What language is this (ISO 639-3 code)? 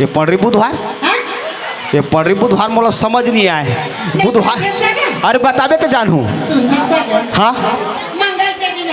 hne